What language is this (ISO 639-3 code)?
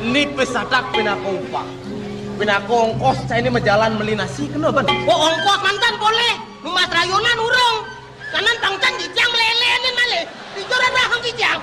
ban